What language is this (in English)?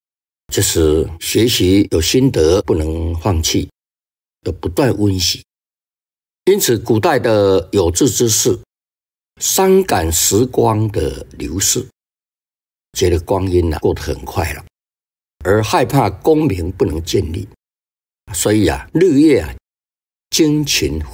Chinese